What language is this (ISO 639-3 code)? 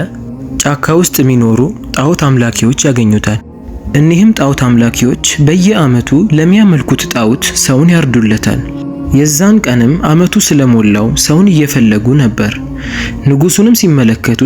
amh